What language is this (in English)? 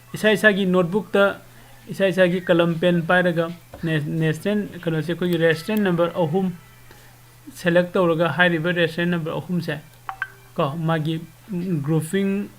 Manipuri